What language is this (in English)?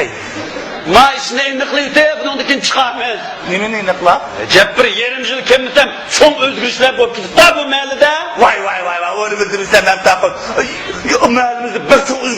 Uyghur